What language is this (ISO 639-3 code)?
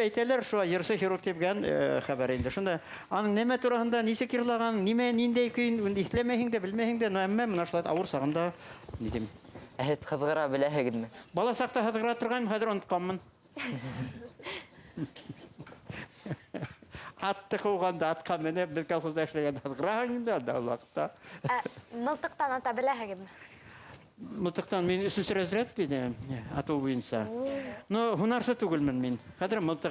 bak